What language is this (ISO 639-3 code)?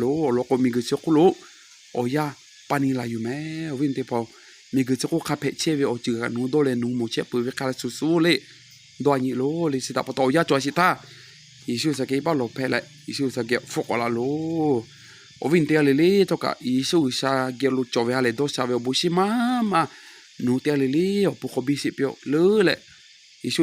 lhu